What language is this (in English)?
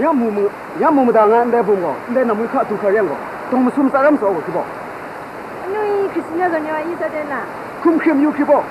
Kachin